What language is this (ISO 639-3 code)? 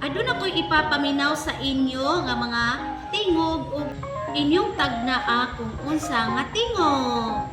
ceb